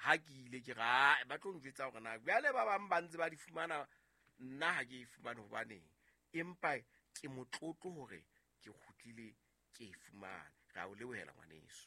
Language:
Southern Sotho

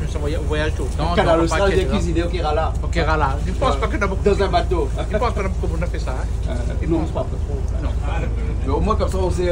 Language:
Réunion Creole French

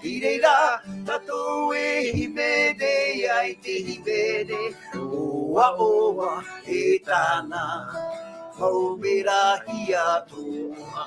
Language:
Tahitian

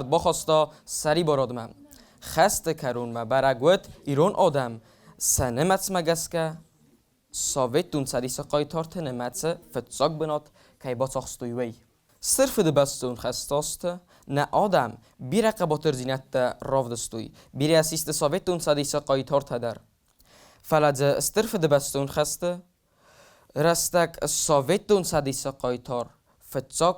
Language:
Ossetic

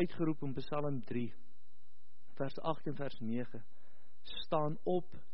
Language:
Afrikaans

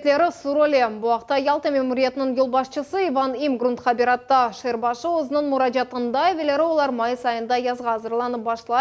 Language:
Crimean Tatar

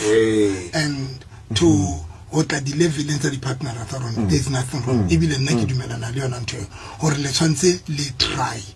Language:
Southern Sotho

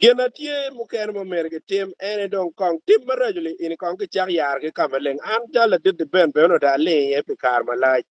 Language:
Acoli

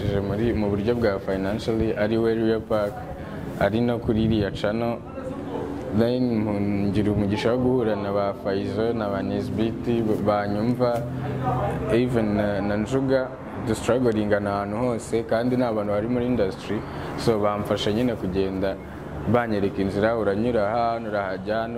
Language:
Kinyarwanda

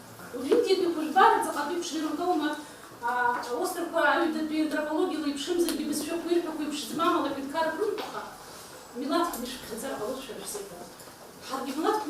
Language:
Abkhazian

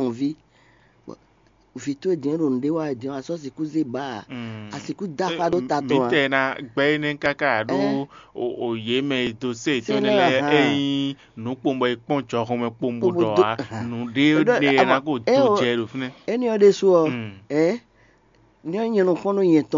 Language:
Fon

